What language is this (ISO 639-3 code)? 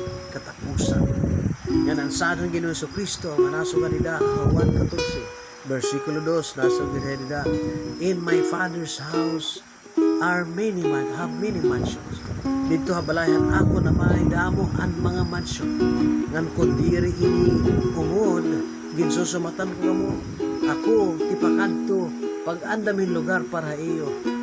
war